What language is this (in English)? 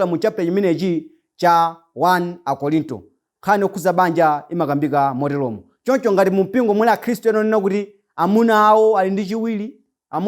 Nyanja